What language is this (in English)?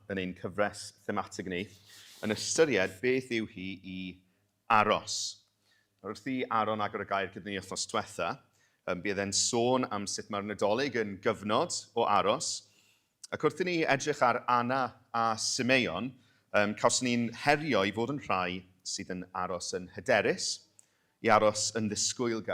Welsh